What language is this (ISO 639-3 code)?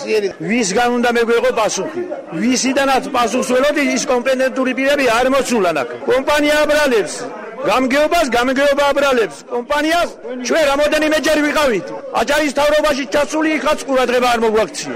kat